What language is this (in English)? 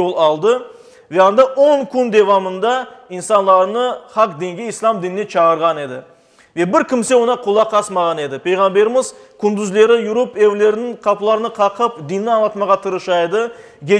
Crimean Tatar